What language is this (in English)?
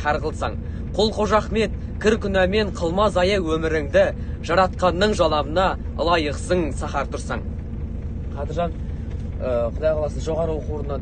Kazakh